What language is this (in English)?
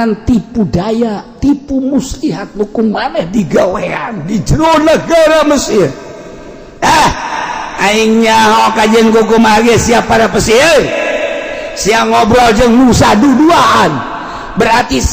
Sundanese